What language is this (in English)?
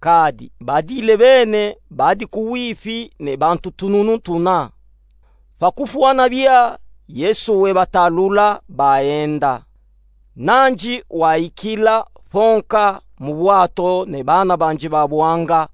Luba-Katanga